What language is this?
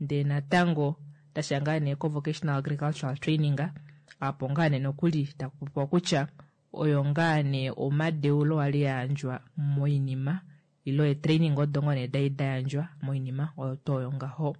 Kuanyama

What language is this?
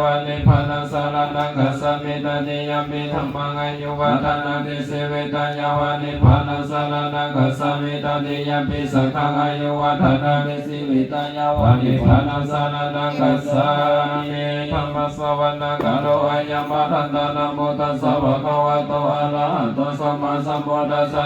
Pali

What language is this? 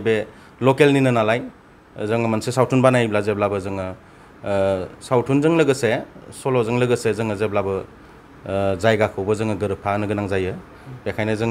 Bodo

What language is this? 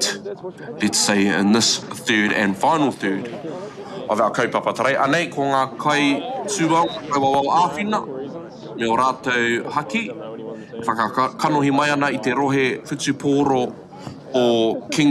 Māori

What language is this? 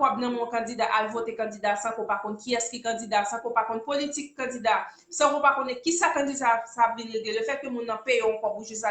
Haitian Creole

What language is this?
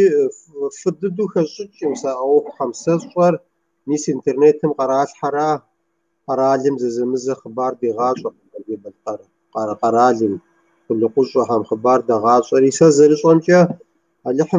Kabardian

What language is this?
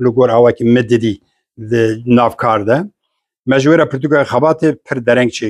Kurdish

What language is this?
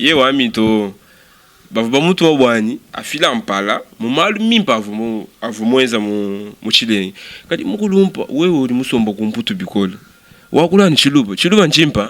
Luba-Lulua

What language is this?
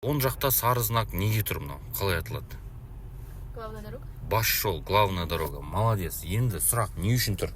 Kazakh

